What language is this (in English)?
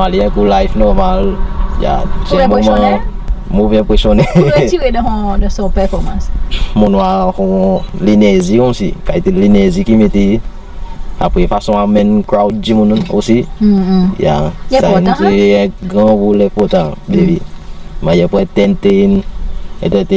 Seselwa Creole French